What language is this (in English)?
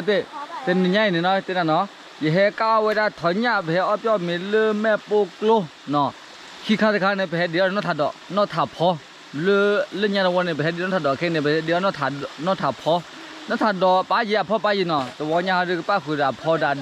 S'gaw Karen